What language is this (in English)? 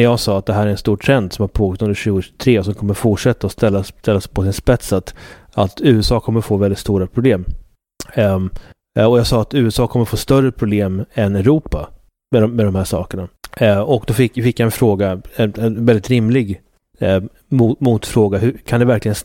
Swedish